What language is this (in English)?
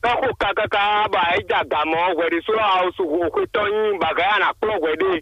Fon